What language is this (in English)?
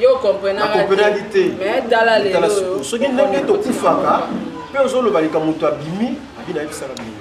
Lingala